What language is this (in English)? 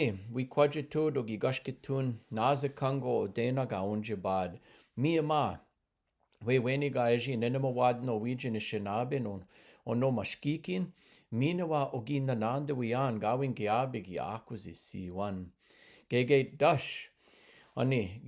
Chippewa